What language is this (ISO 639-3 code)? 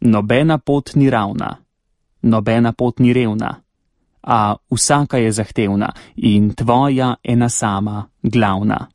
slv